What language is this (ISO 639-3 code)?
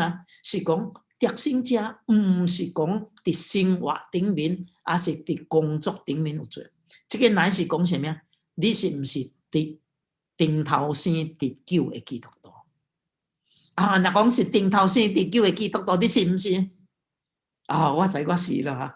nan